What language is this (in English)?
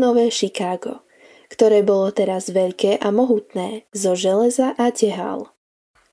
Slovak